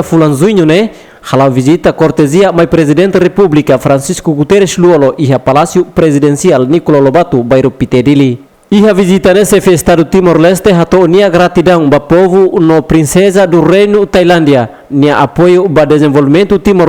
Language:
Tetum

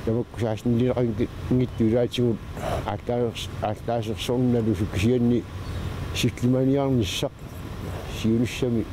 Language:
Kalaallisut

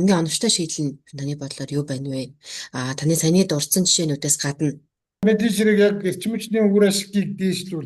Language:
Mongolian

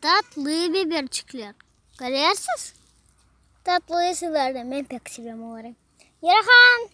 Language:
Crimean Tatar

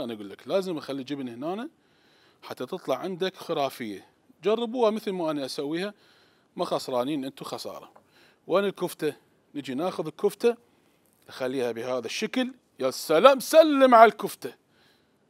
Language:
Mesopotamian Arabic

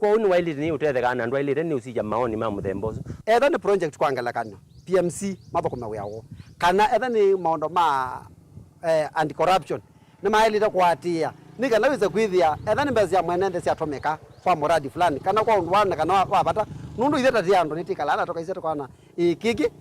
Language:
Kamba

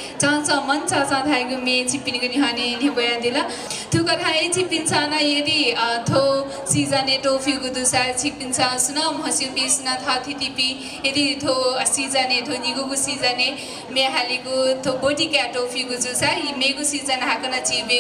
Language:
Newari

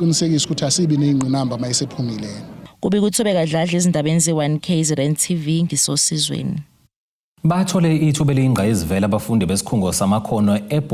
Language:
Zulu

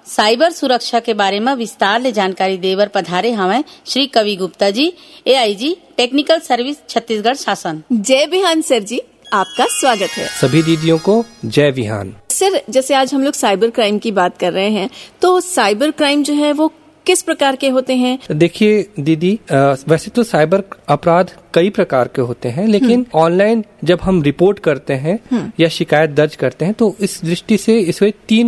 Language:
Hindi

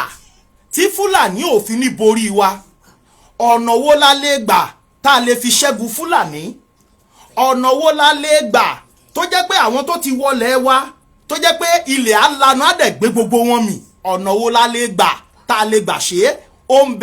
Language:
Yoruba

